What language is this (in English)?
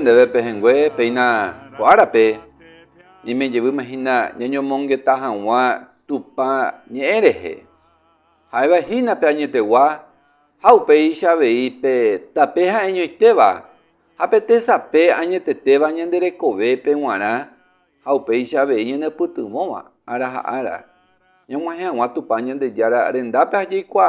Guarani